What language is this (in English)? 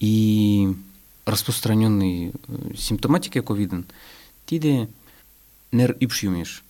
Mari